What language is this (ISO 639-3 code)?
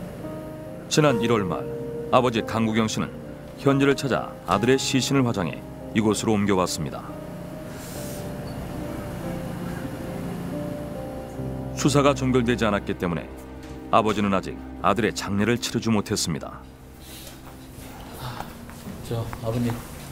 kor